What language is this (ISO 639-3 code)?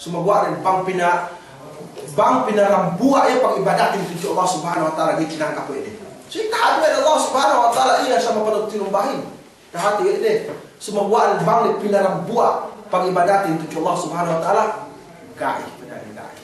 yka